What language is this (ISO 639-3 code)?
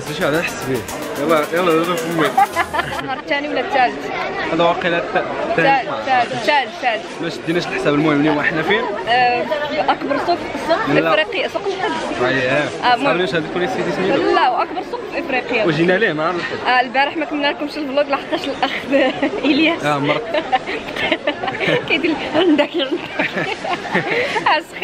ary